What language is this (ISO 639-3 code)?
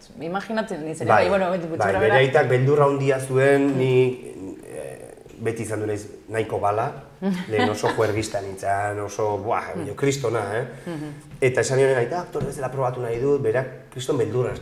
eus